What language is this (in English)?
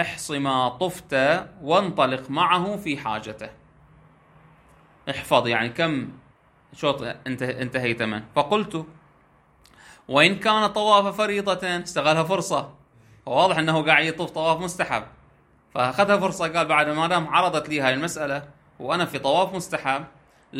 Arabic